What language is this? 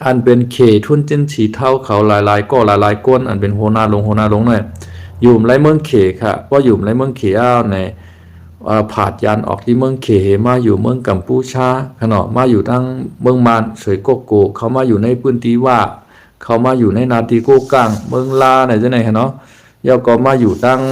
Shan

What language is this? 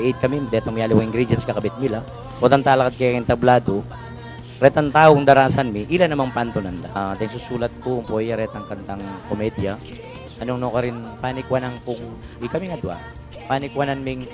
Pampanga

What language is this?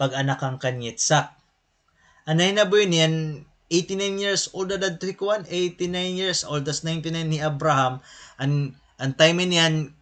Waray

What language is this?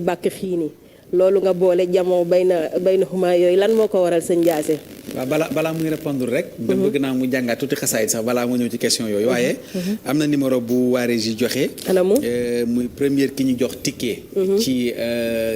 Wolof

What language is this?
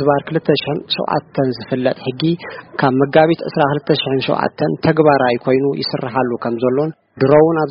Tigrinya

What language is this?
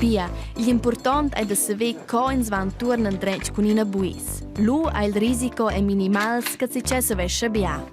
Romansh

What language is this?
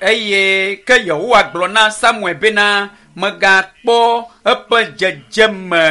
Ewe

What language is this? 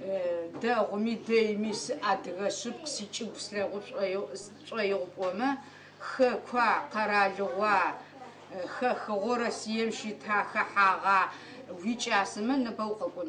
Adyghe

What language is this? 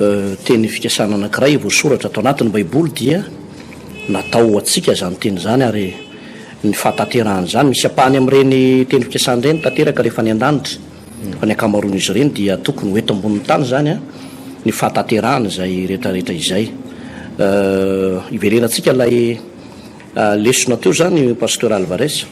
Malagasy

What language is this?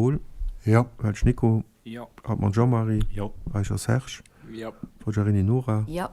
Luxembourgish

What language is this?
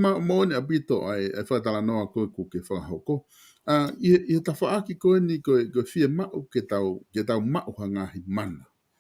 Tongan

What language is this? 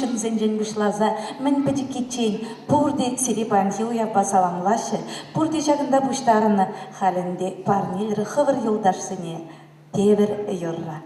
Chuvash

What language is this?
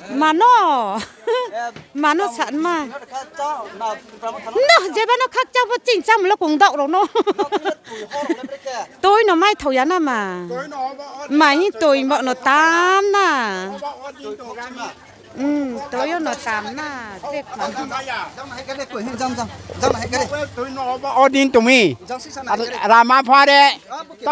Riang (India)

